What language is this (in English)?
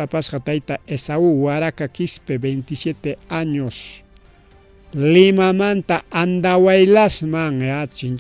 Ayacucho Quechua